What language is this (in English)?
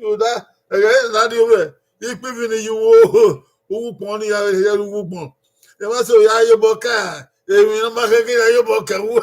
Bini